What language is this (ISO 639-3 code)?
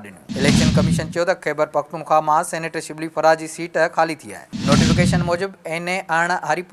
snd